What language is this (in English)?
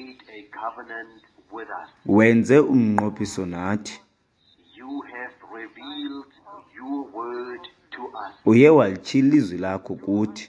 Xhosa